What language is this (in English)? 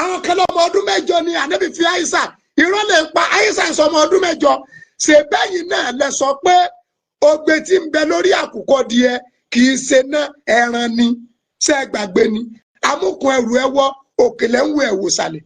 Yoruba